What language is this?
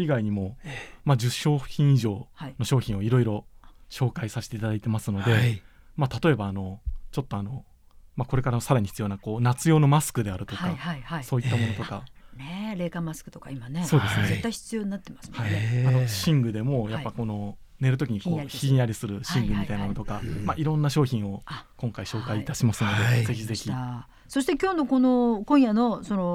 Japanese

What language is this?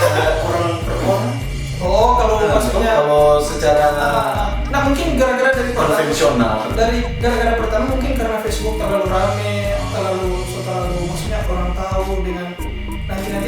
Manado Malay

